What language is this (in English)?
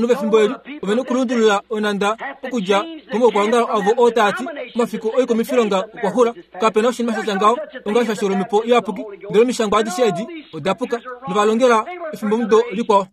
Kuanyama